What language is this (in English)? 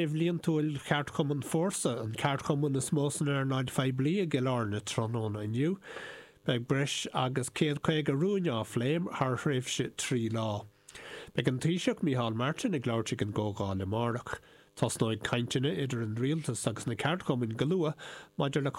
Irish